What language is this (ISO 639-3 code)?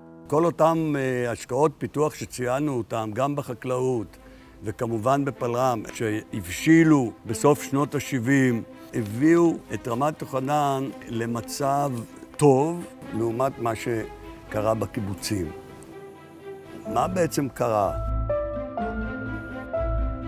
heb